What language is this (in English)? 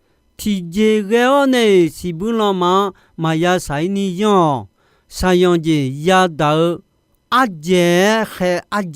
Akha